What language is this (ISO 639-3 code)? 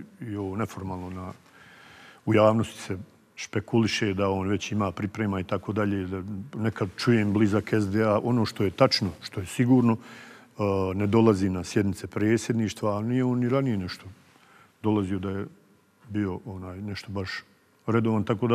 bos